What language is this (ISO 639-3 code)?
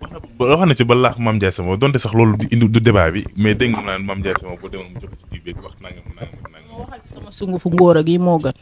wol